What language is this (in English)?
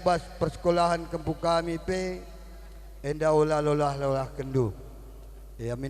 Batak Karo